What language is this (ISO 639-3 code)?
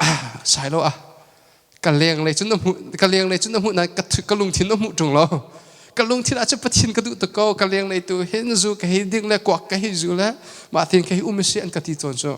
cnh